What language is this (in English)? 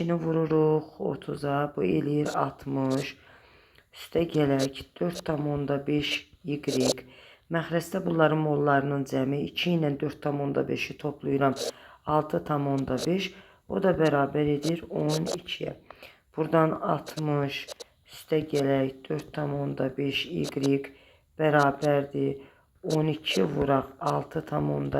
Azerbaijani